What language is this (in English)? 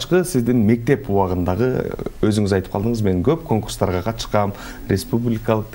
Kyrgyz